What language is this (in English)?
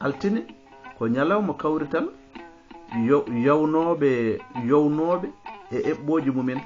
Fula